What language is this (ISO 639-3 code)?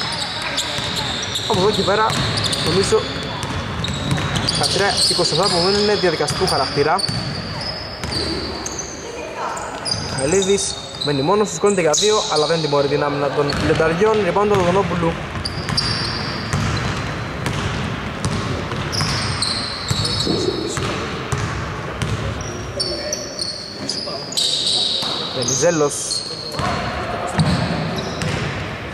ell